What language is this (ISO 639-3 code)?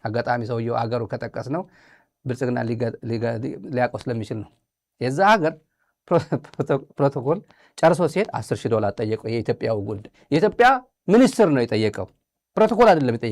amh